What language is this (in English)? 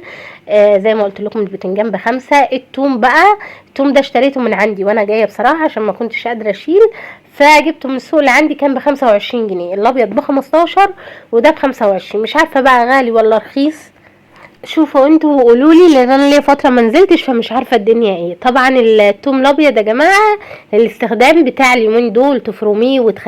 Egyptian Arabic